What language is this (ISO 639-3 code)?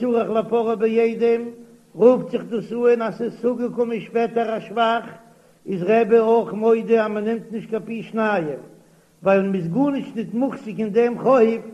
yid